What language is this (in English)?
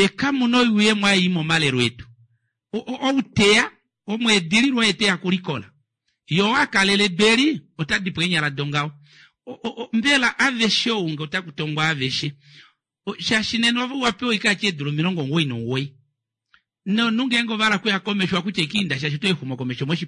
Kuanyama